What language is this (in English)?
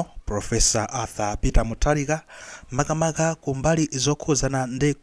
Nyanja